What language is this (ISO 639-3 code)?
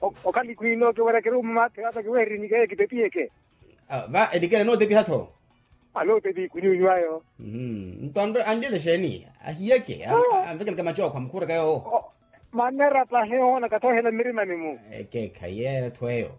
vmw